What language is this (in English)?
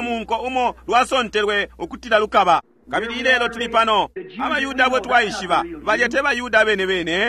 Bemba